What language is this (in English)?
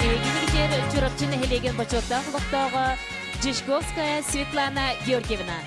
Yakut